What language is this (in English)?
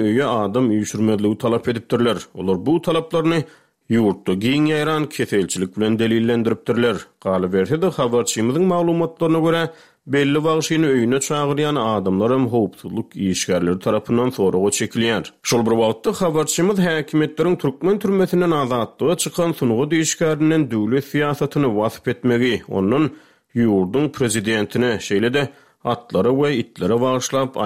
Turkmen